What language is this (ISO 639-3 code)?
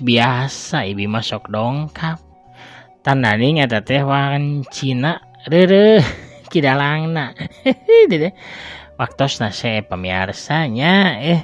sun